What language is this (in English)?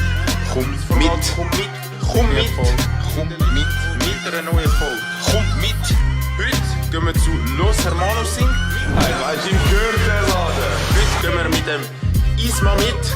Swiss German